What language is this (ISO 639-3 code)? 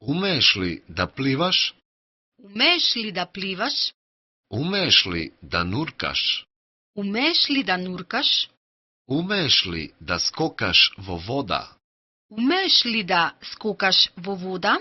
mkd